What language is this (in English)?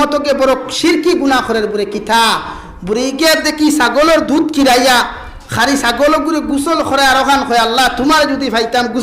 Sylheti